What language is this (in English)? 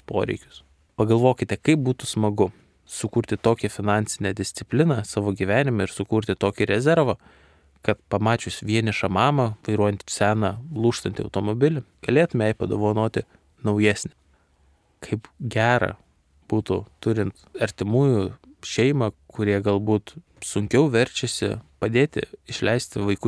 Lithuanian